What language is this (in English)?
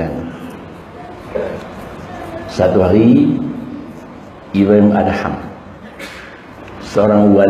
Malay